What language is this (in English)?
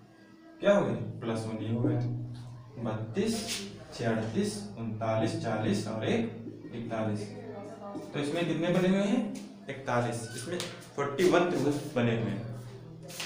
Hindi